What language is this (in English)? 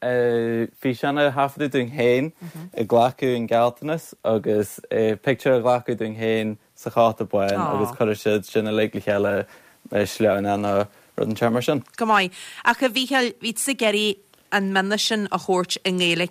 Irish